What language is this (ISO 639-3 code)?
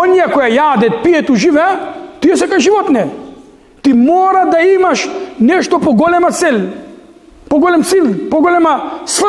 mkd